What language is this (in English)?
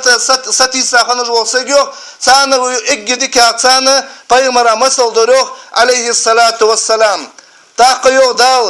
Ingush